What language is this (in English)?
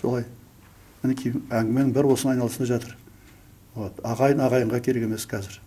Kazakh